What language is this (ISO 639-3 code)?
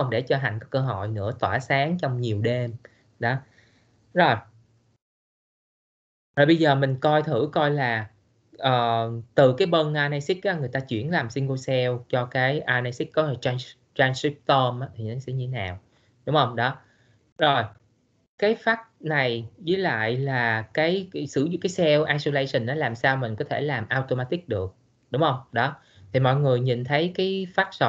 vie